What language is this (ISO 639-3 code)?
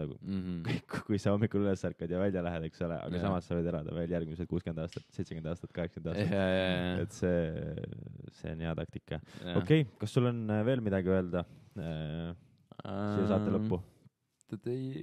est